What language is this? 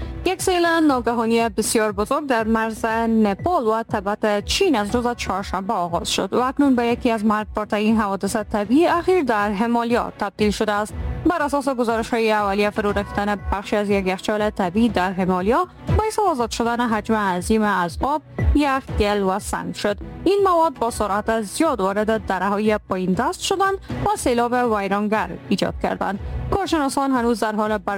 Persian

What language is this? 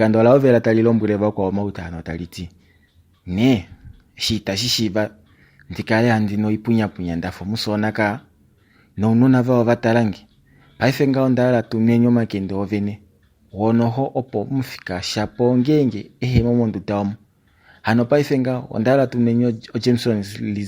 Kuanyama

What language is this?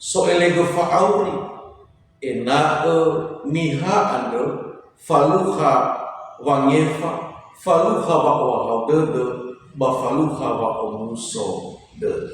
Nias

